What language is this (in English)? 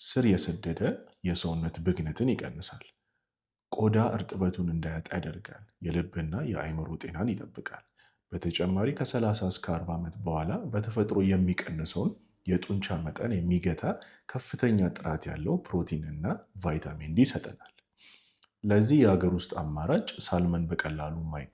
Amharic